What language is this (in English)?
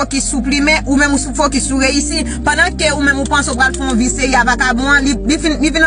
Haitian Creole